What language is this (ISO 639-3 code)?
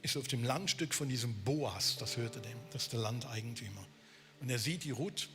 gsw